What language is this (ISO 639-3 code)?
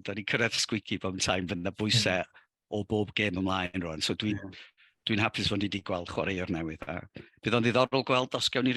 cym